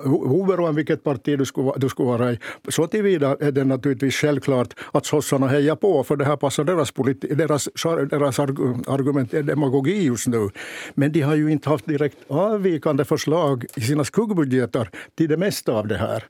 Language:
Swedish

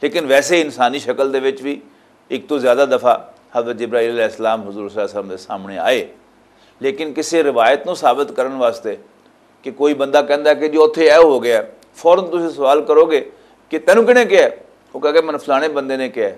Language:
Western Panjabi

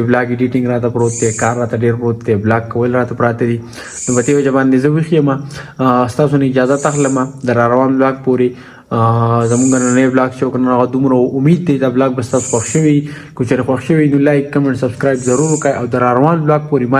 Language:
Pashto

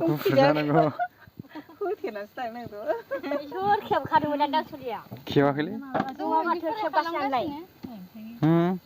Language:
Bodo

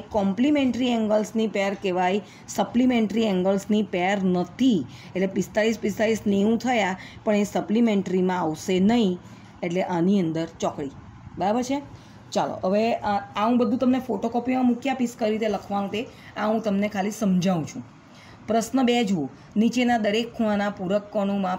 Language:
Gujarati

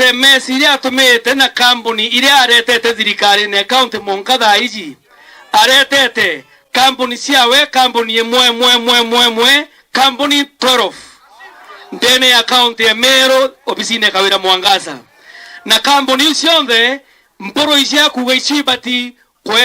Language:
Meru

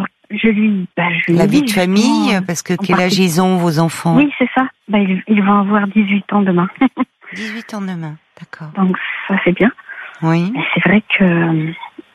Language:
French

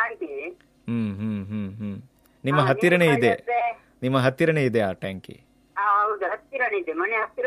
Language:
Kannada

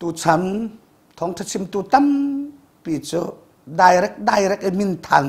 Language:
Hakha Chin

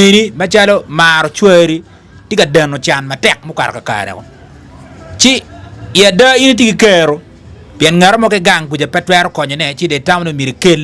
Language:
Acoli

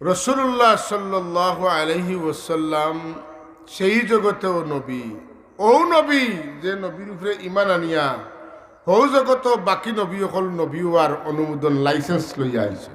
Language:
Sylheti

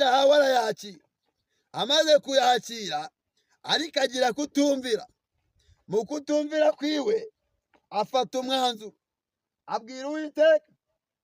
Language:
Kinyarwanda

